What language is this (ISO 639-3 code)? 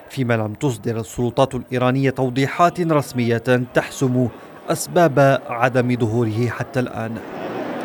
ara